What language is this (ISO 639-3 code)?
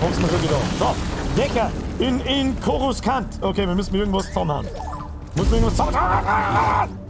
bar